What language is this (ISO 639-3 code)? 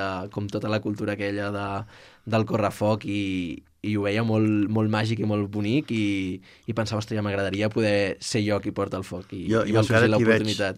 cat